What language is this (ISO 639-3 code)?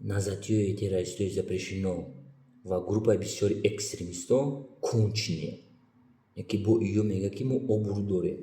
tgk